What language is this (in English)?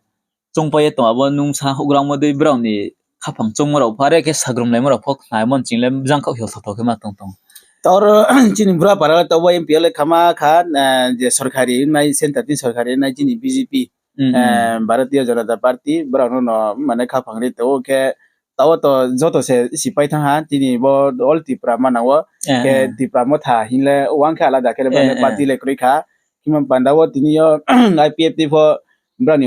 Riang (India)